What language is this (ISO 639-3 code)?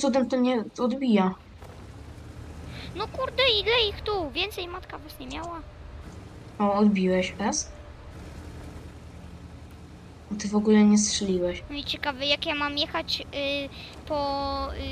pol